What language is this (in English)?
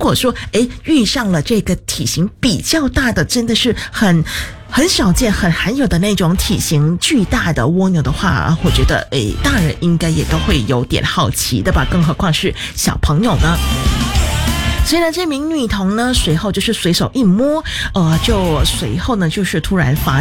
Chinese